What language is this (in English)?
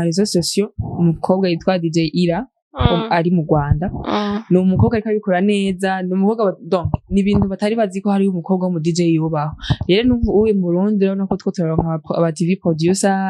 Rundi